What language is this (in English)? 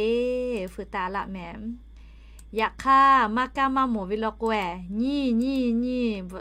Lahu